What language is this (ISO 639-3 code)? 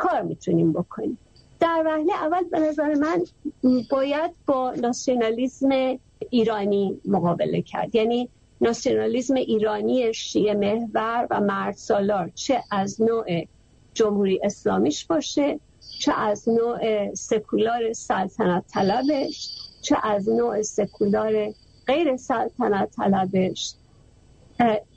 fas